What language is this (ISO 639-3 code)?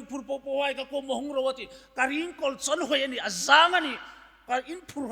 hmr